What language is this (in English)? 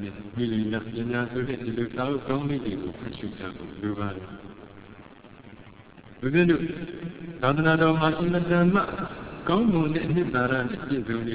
Burmese